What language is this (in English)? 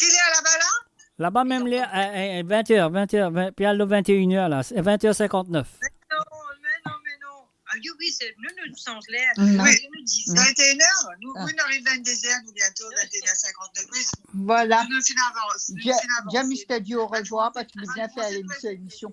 Morisyen